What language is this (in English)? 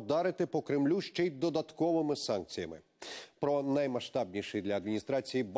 Ukrainian